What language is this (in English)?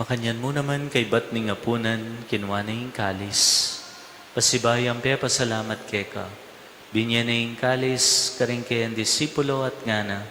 Pampanga